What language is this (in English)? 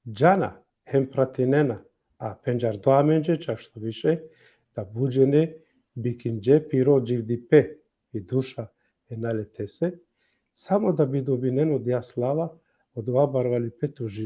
Balkan Romani